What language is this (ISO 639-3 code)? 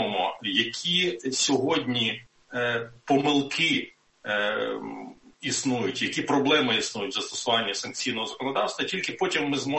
ukr